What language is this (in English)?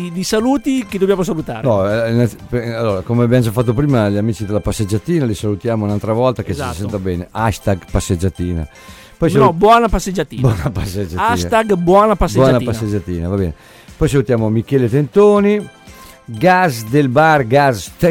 Italian